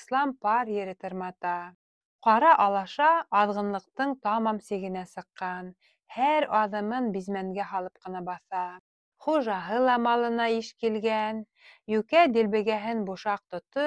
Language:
Bashkir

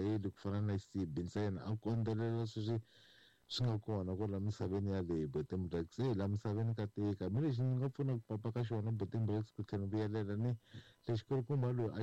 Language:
Tsonga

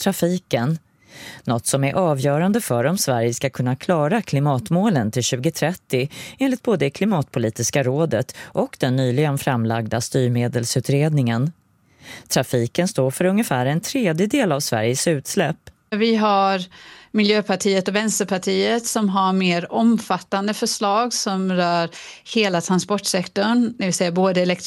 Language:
Swedish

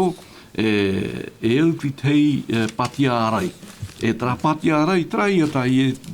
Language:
Tahitian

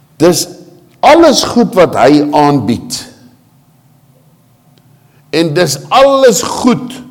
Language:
Afrikaans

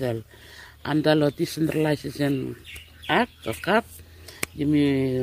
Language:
Bislama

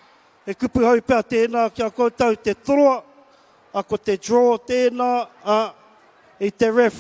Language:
Māori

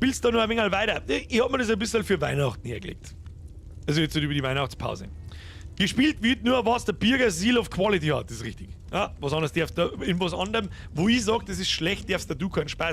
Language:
Bavarian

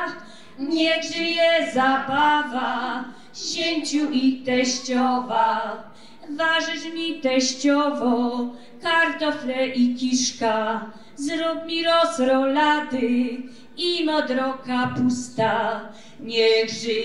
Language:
Silesian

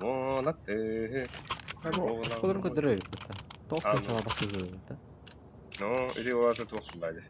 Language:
Yakut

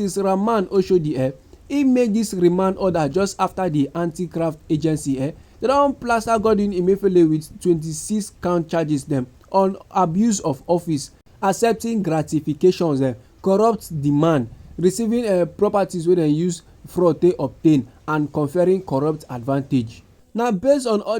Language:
Nigerian Pidgin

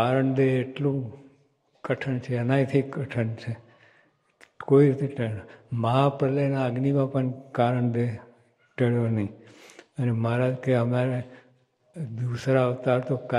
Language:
Gujarati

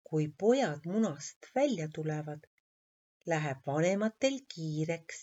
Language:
Estonian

